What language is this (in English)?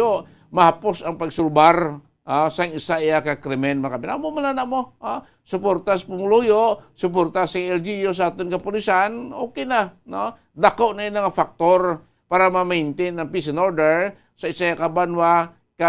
Hiligaynon